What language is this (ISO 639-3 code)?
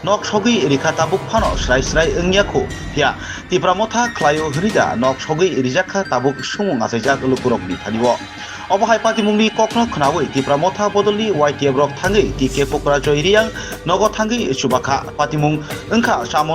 trp